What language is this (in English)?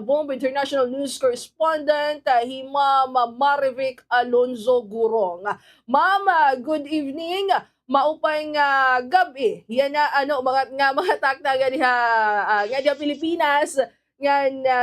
Waray